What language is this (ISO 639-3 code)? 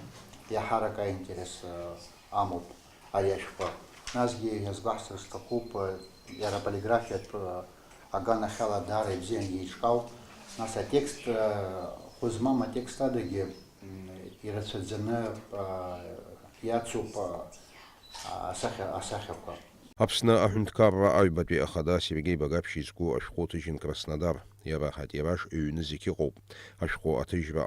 abk